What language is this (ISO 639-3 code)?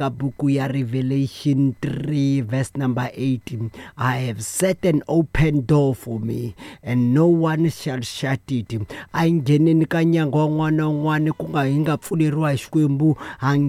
tso